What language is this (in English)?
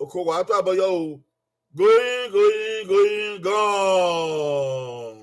Bini